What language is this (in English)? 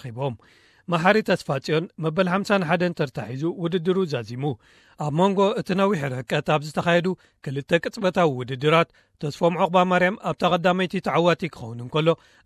Tigrinya